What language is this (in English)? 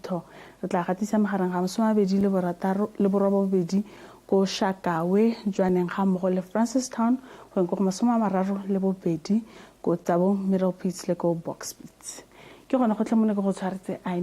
Tswana